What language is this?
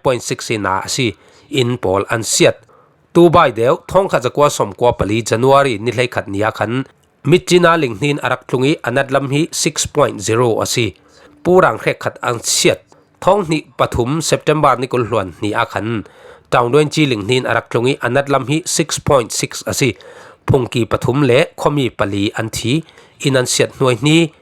Falam Chin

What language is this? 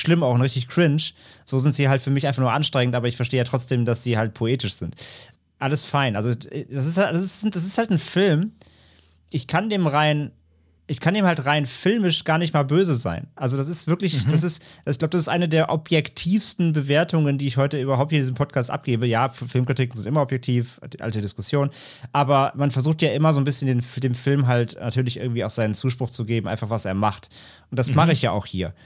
German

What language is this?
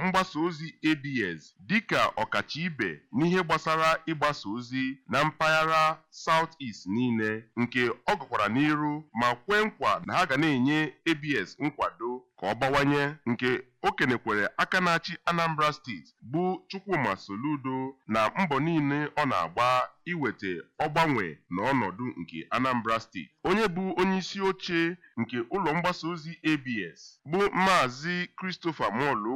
Igbo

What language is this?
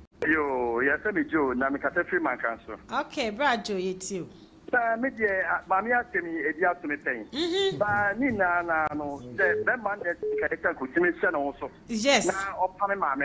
Akan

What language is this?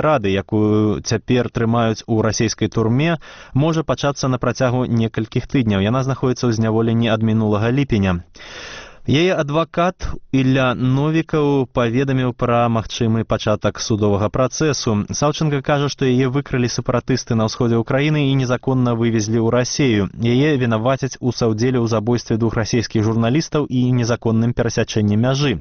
Belarusian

